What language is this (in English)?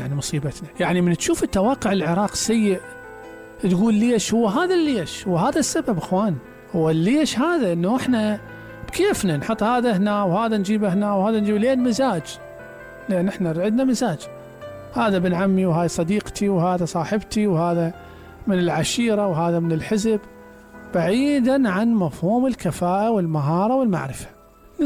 Mesopotamian Arabic